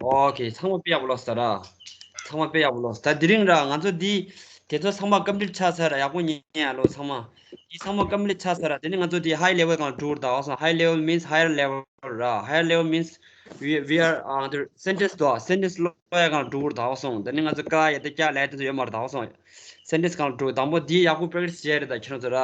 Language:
Tibetan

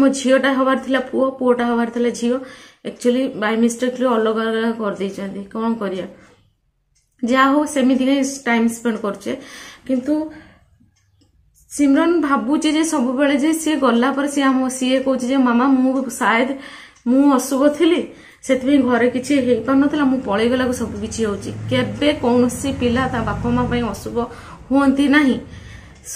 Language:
Odia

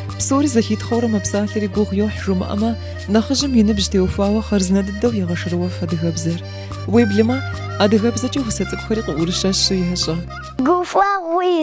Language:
Kabardian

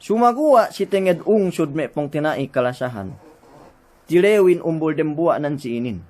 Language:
Yakan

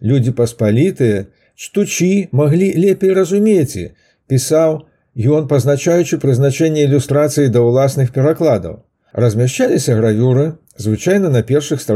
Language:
Belarusian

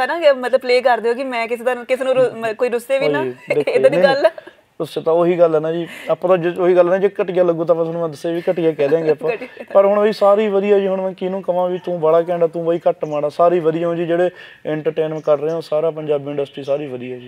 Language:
Punjabi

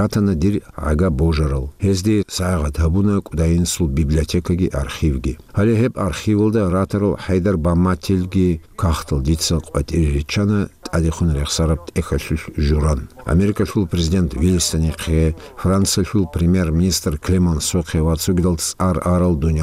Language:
Avaric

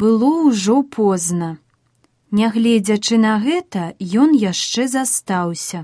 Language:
Belarusian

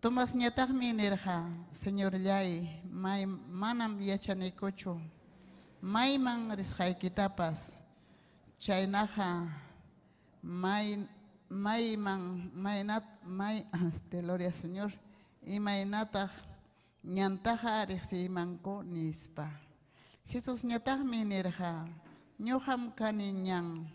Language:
Ayacucho Quechua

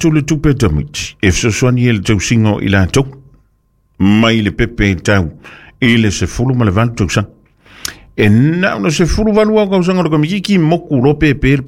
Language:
Samoan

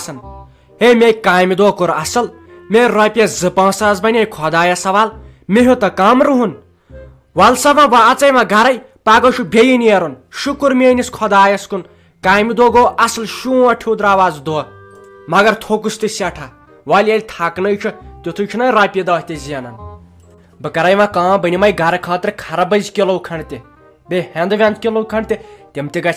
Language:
Kashmiri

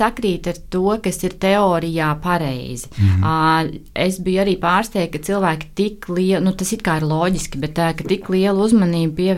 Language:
Latvian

